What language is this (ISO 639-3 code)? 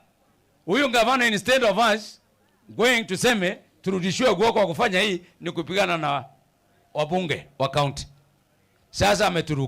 mer